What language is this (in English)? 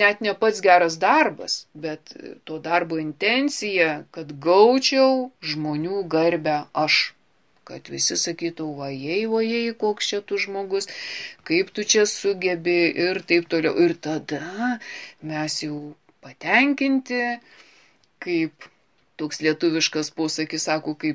Lithuanian